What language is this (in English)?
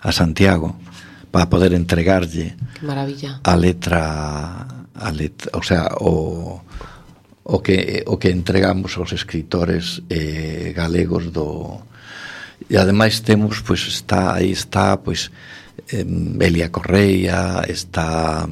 Galician